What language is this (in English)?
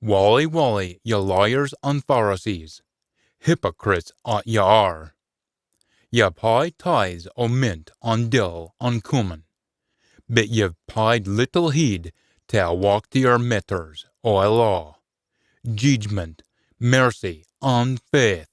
Scots